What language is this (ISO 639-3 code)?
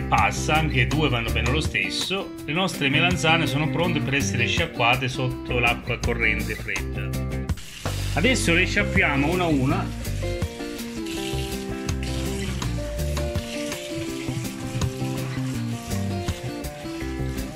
ita